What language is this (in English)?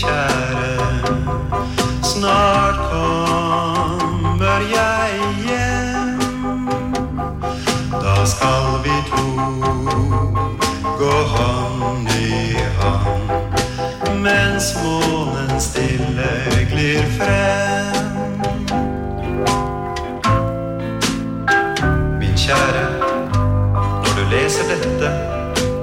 Norwegian